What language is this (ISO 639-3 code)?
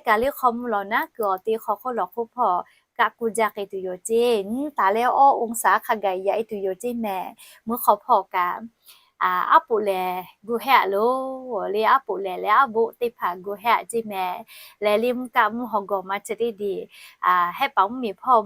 lhu